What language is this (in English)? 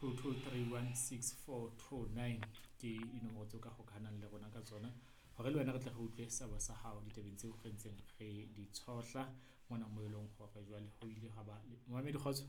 Southern Sotho